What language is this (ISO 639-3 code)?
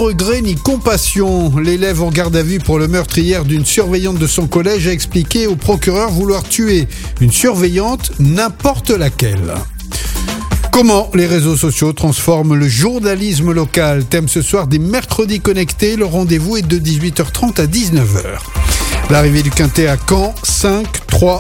fra